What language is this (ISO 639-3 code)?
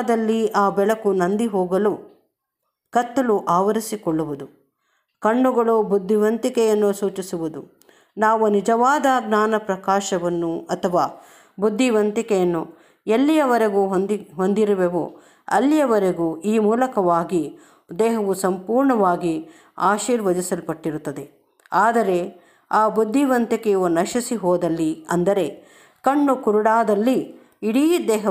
kan